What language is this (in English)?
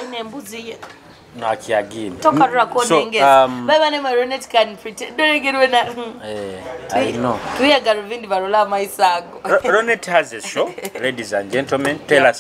Nyoro